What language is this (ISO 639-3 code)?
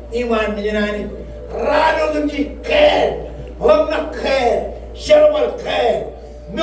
mah